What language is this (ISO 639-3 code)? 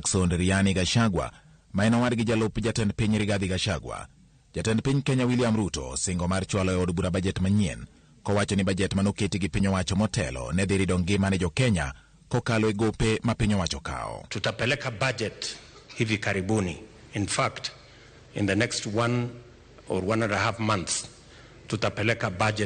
luo